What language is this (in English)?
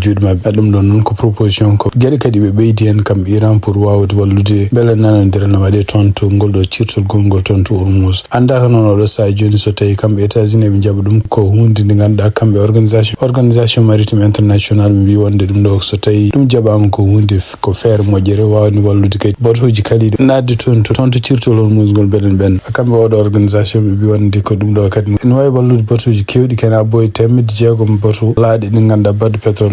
Fula